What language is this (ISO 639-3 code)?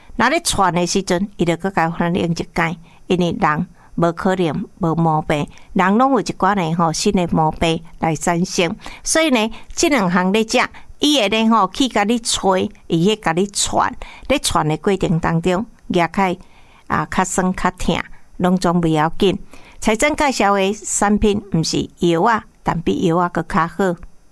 nan